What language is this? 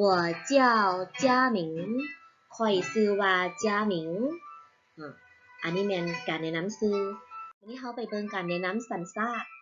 Lao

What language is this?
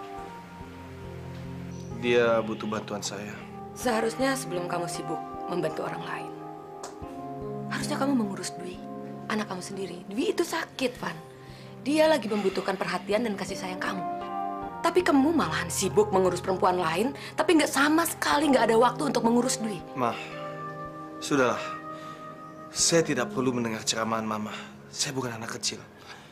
Indonesian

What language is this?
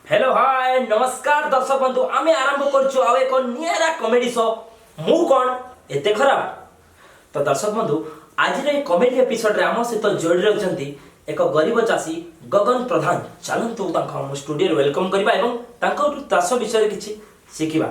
Odia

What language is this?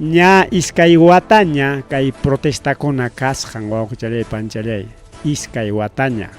Ayacucho Quechua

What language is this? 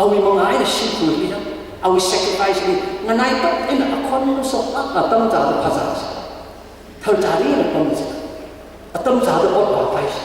Tangkhul Naga (India)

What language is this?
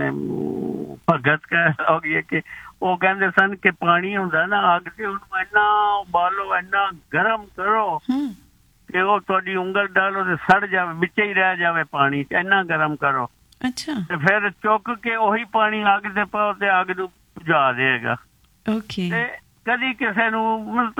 Punjabi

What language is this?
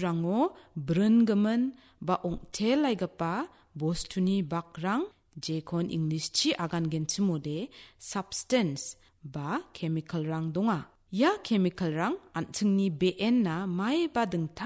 Garo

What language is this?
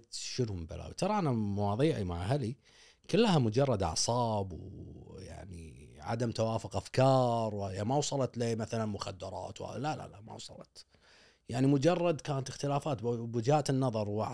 Gulf Arabic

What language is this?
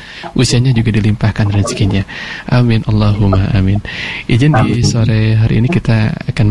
Indonesian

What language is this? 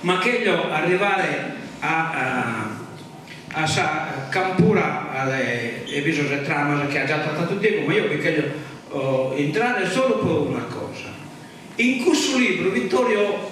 Sardinian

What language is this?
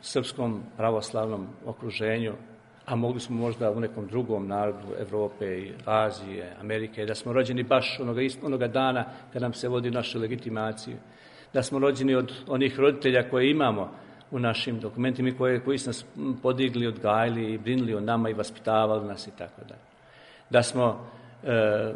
Serbian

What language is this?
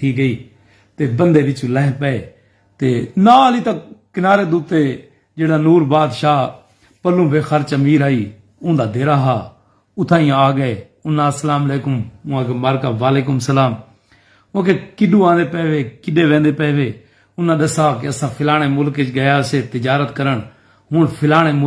Saraiki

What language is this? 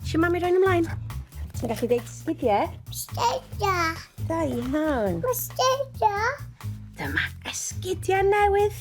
Welsh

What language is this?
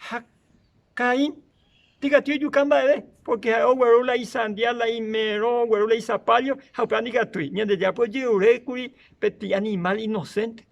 Guarani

